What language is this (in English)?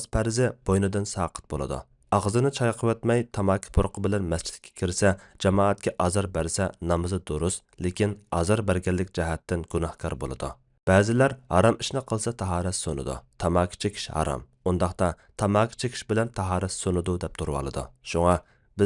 Uyghur